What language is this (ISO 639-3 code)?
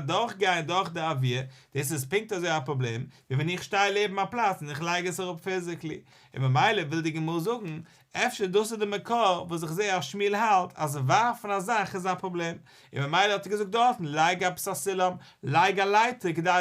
yid